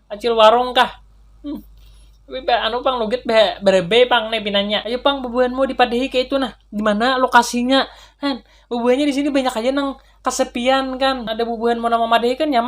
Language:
Banjar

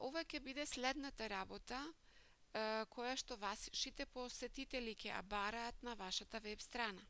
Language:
Macedonian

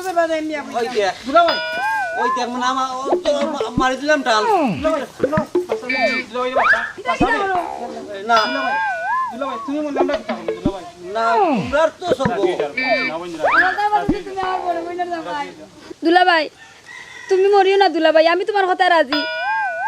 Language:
Sylheti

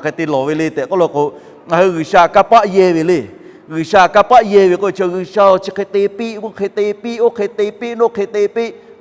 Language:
Lahu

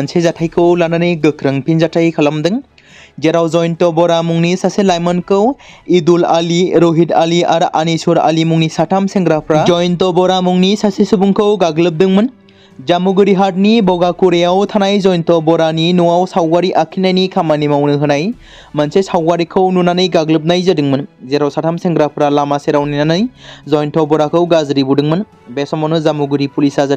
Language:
Bodo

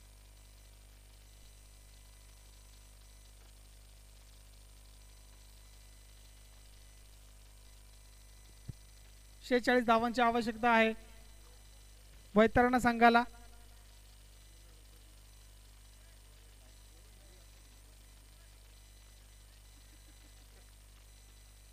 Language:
Marathi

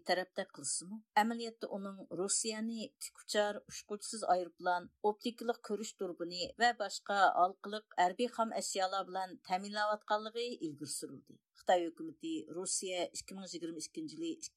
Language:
Uyghur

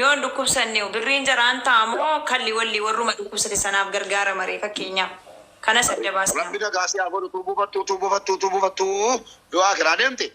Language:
Oromo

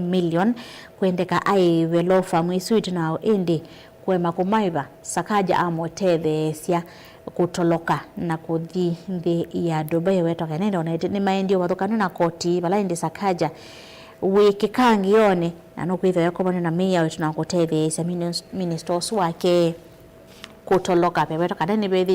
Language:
Kamba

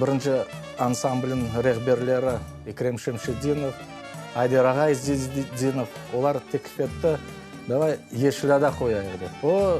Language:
Crimean Tatar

